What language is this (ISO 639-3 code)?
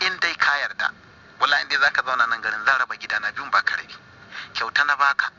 hau